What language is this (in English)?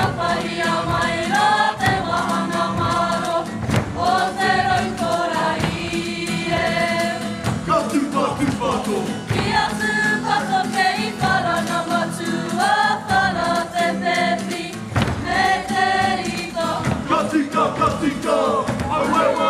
Māori